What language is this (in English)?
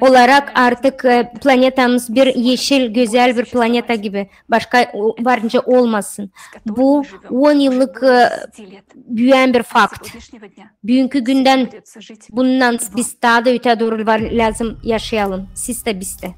Gagauz